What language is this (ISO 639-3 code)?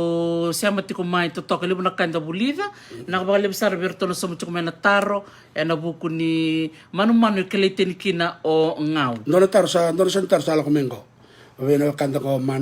fij